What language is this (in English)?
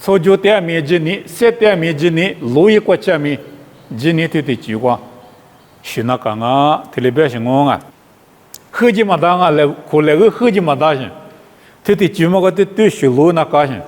Lisu